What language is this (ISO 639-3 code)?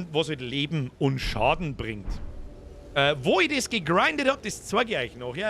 bar